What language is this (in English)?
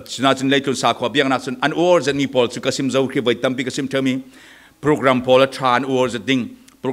Falam Chin